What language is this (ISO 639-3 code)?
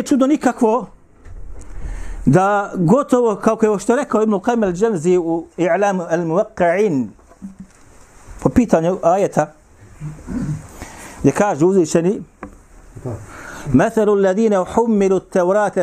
bos